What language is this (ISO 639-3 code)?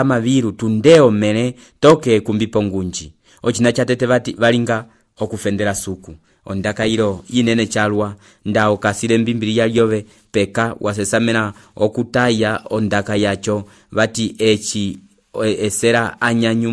umb